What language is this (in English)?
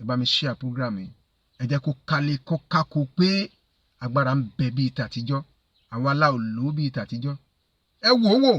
Yoruba